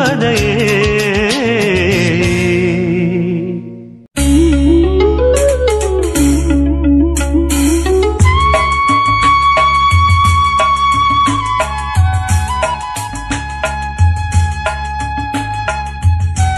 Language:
Tamil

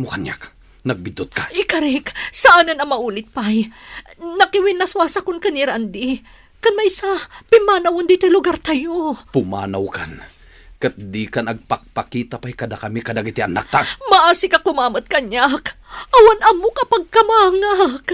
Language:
Iloko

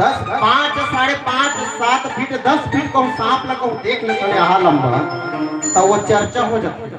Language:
Chhattisgarhi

